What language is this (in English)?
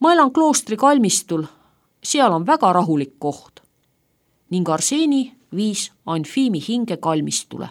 Estonian